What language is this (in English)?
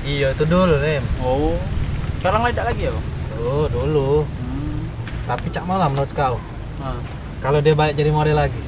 Musi